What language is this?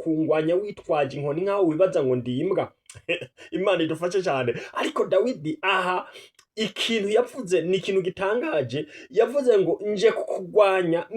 Rundi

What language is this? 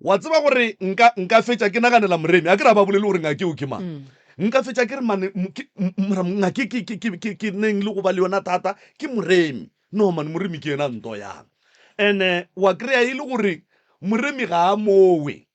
Northern Sotho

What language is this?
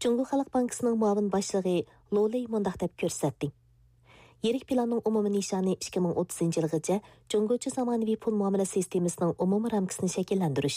Uyghur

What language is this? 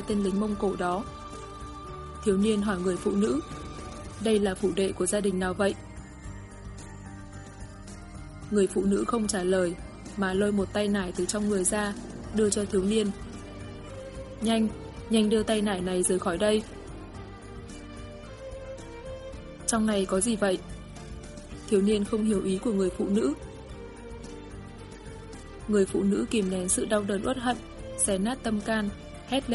Vietnamese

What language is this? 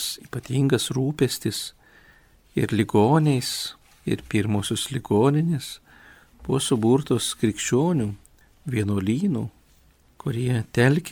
Lithuanian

